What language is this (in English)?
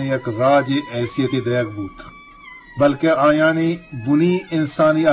Eastern Balochi